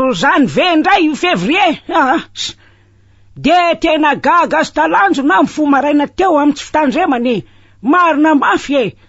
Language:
Malagasy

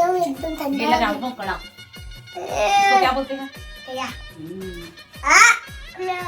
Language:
Chhattisgarhi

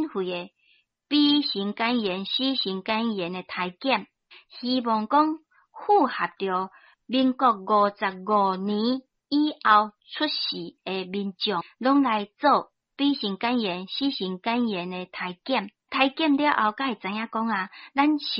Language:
Min Nan Chinese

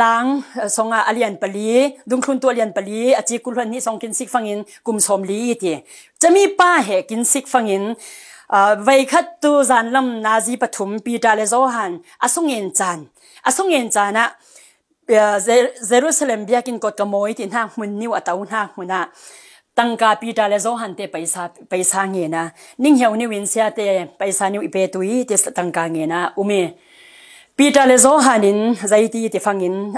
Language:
Falam Chin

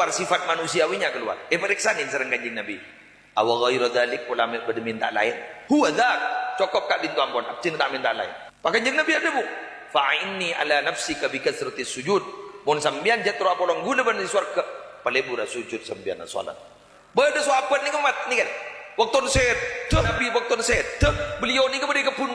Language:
Madurese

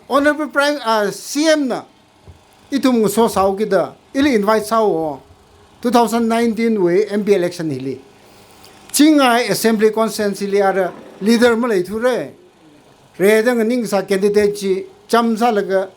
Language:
Tangkhul Naga (India)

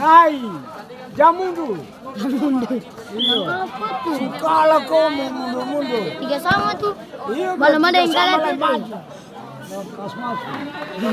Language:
Ambonese Malay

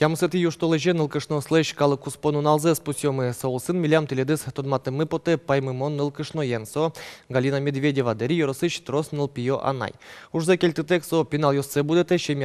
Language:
Udmurt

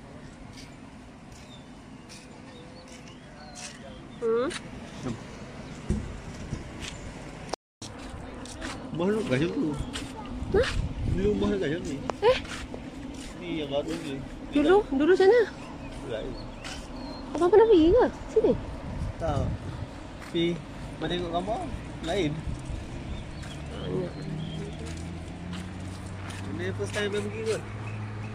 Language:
Malay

